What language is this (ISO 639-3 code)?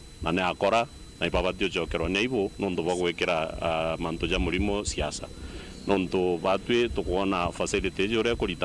mer